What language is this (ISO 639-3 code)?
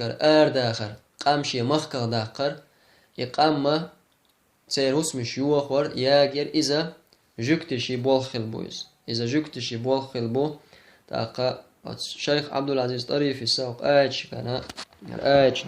che